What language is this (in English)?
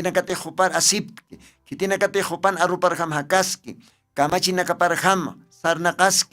Aymara